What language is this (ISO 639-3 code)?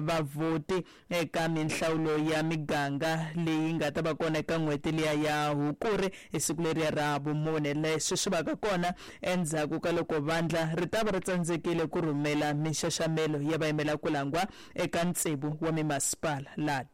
tso